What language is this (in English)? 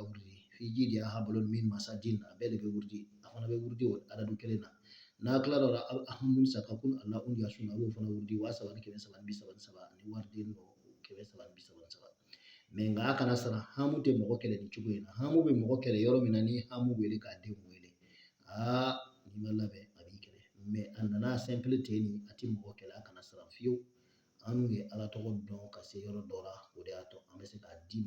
Bambara